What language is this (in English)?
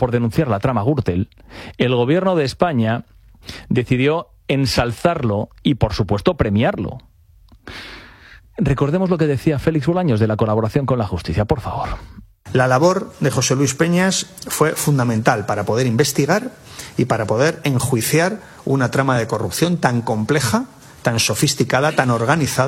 Spanish